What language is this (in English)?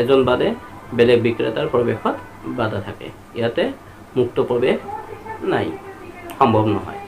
Assamese